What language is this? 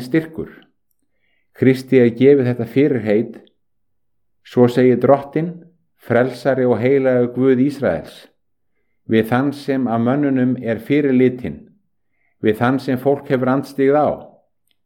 Icelandic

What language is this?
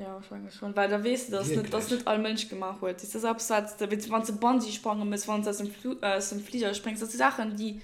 Luxembourgish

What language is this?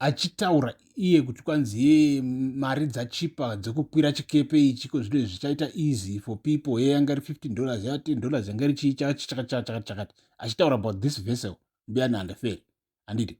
Shona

